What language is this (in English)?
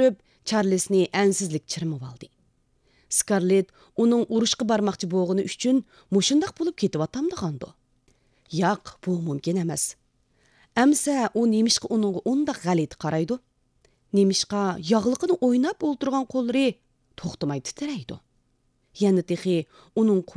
Uyghur